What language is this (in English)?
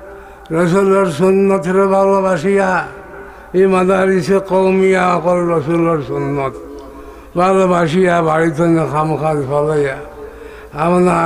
Sylheti